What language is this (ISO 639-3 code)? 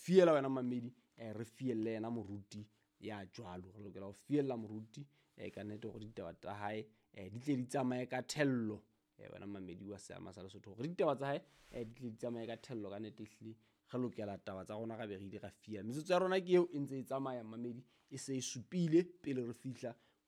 sot